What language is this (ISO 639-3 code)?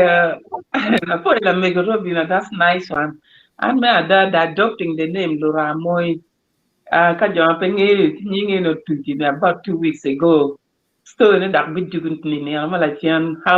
ach